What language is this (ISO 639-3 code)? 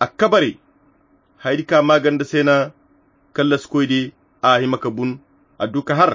khq